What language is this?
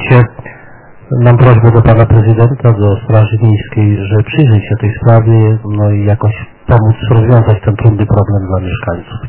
Polish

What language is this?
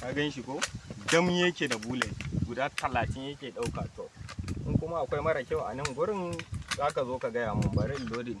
Hausa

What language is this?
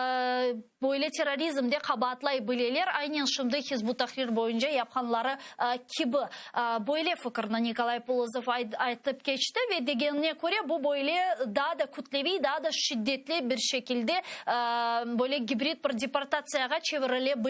Crimean Tatar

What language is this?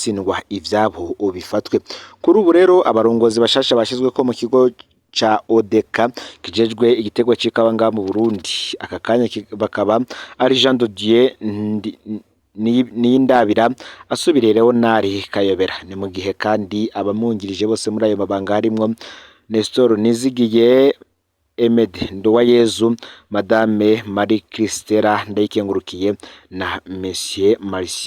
Rundi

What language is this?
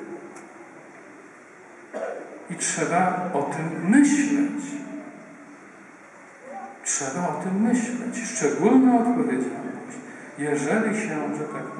Polish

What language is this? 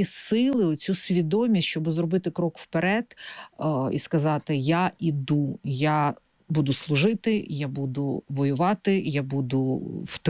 Ukrainian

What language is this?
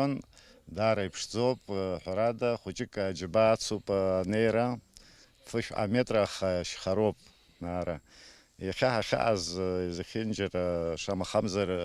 Abkhazian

